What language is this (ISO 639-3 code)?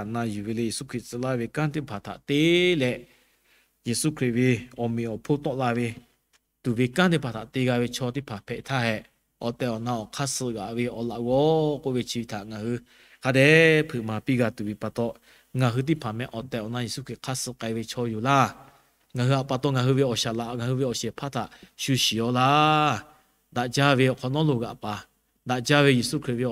lhu